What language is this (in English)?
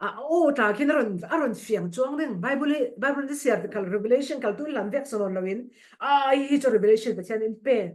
Falam Chin